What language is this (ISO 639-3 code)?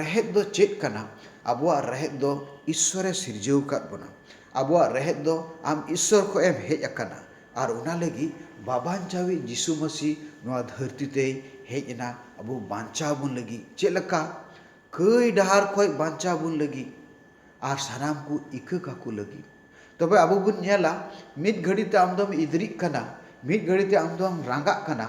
sat